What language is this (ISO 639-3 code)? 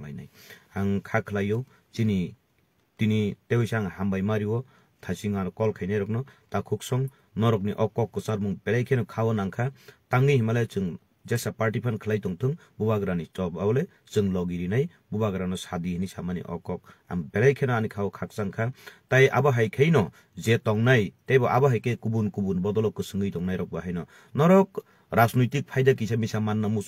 trp